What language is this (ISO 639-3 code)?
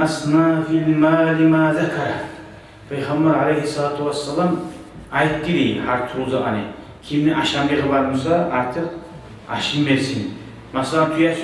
kum